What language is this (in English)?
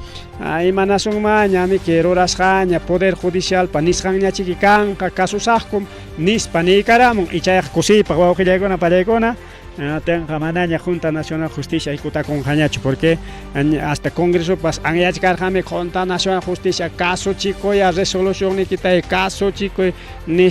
Ayacucho Quechua